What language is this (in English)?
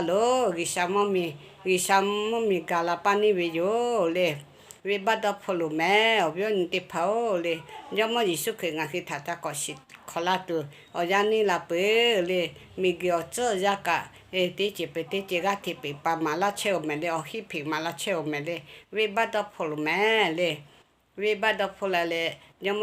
Lahu